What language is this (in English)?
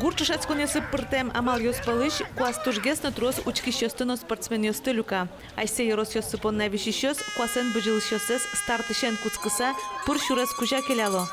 Udmurt